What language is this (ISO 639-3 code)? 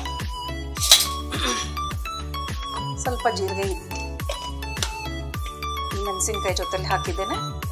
kan